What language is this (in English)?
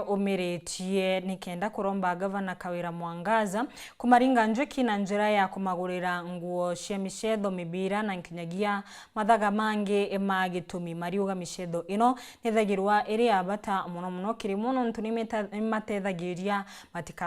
Meru